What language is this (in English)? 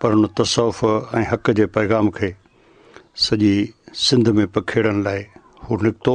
Sindhi